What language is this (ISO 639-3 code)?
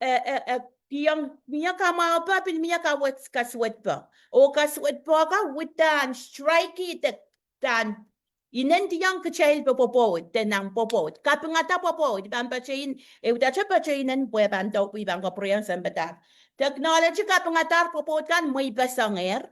pon